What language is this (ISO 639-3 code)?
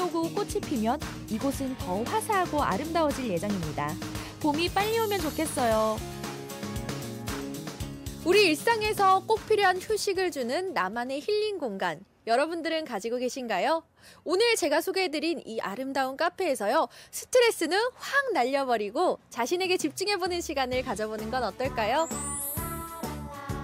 kor